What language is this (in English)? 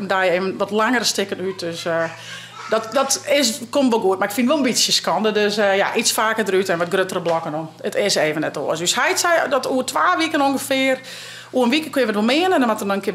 Western Frisian